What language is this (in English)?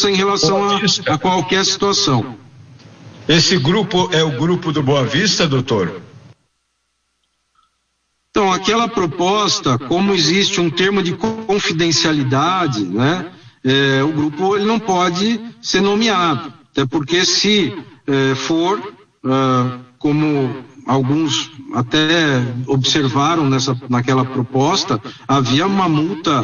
Portuguese